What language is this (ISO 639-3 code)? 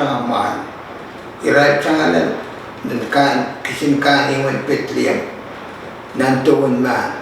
pon